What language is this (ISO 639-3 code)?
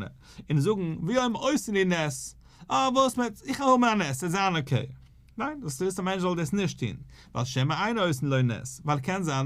yid